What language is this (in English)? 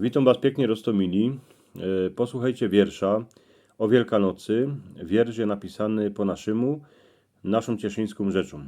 Silesian